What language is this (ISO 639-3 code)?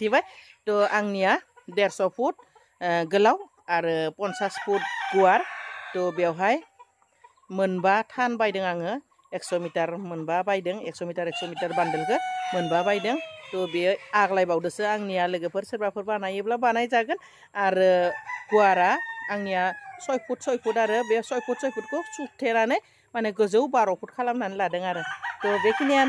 brx